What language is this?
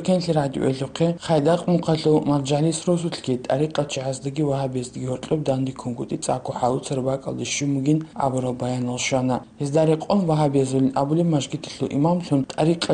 Avaric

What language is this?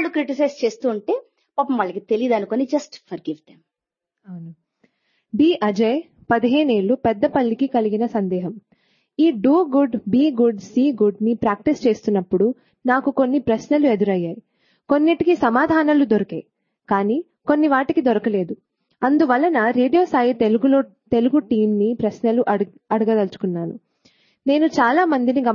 Telugu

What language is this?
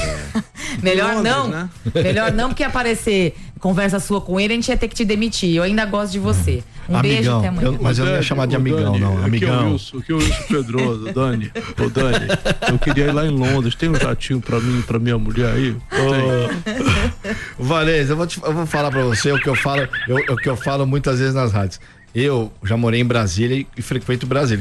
Portuguese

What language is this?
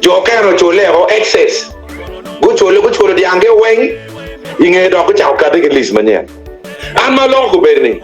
Acoli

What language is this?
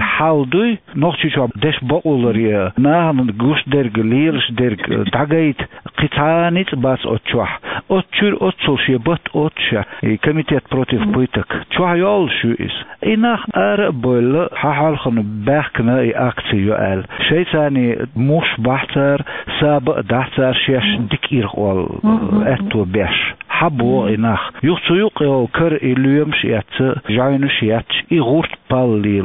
Chechen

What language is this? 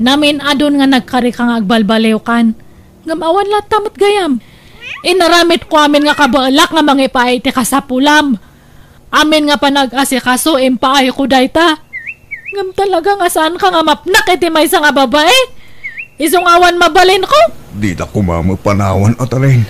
Iloko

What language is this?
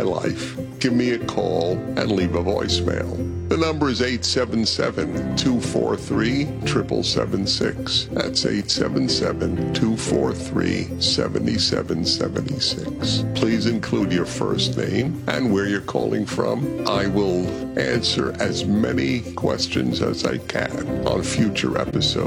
English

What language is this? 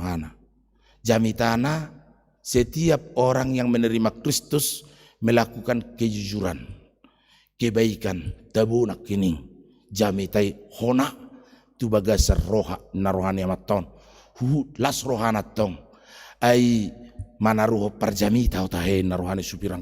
Batak Toba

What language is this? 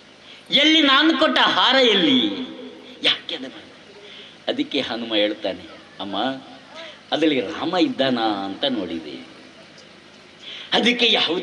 Kannada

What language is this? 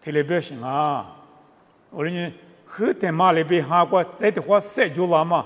Lisu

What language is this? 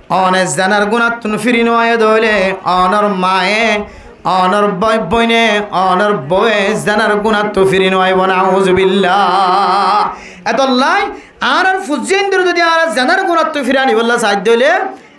Rohingya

